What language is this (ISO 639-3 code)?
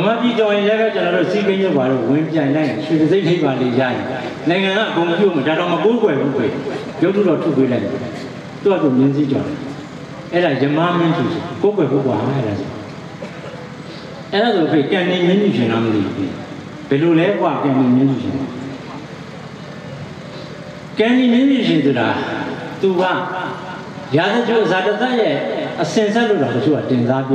mya